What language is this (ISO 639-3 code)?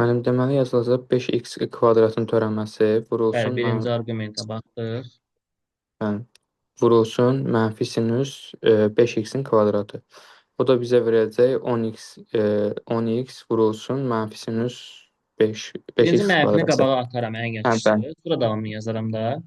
aze